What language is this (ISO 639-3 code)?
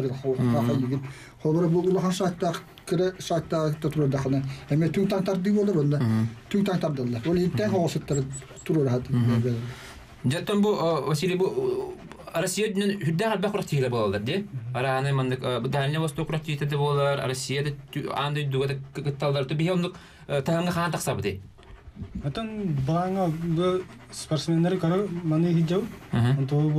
sah